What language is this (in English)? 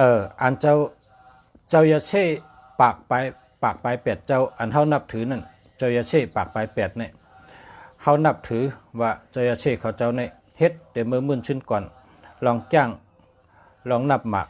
Shan